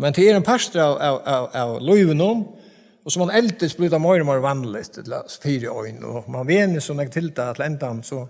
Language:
Faroese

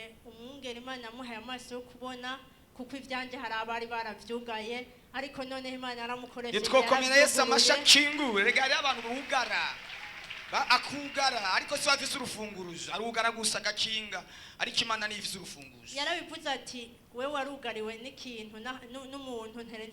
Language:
Rundi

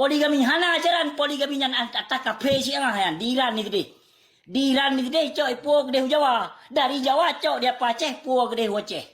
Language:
Achinese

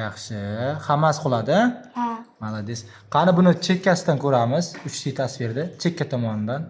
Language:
Uzbek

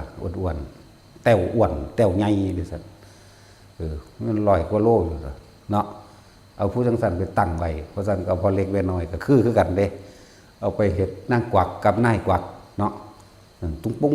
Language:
Northeastern Thai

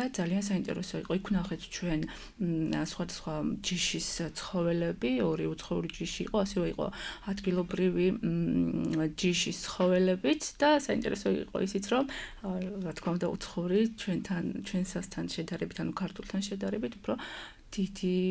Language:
Georgian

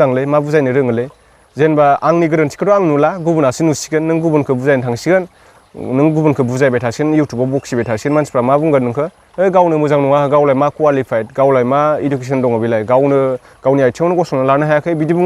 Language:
Bodo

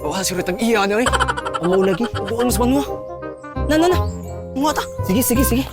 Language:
Cebuano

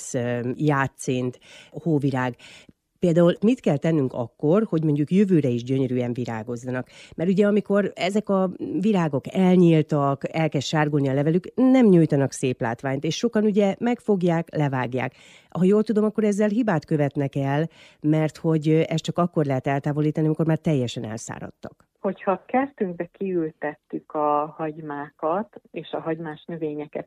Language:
Hungarian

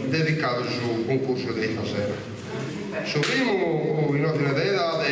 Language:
Sardinian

